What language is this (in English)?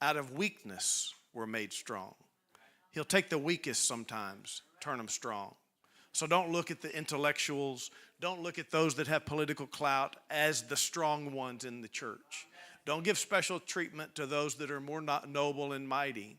English